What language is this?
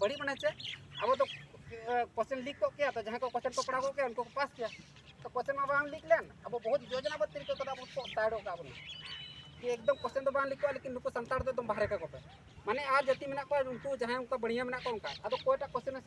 Santali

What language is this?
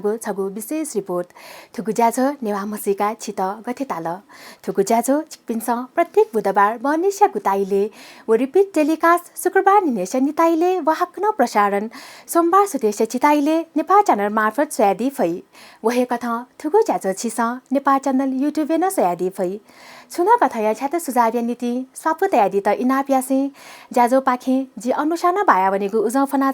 Newari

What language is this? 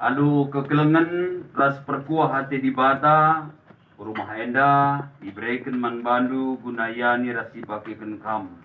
Batak Karo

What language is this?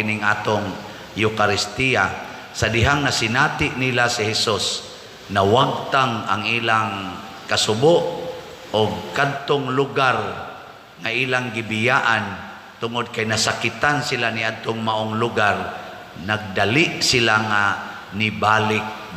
Cebuano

